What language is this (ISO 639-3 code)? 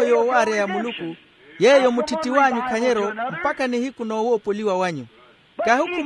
vmw